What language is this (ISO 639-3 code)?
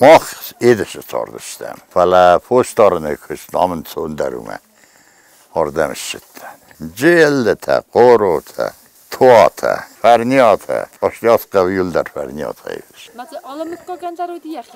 oss